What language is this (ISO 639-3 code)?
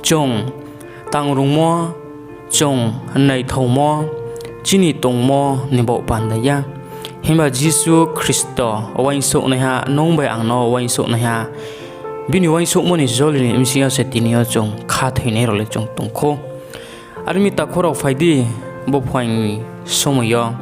ria